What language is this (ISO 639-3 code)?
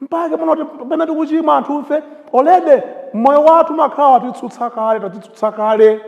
nya